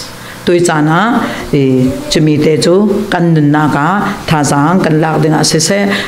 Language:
Falam Chin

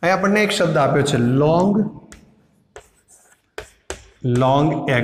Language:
Gujarati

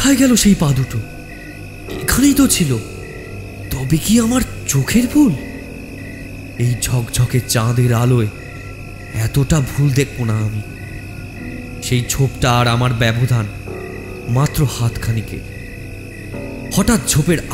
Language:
Bangla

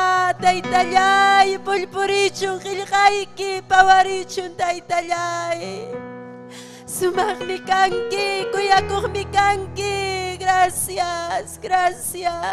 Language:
Ayacucho Quechua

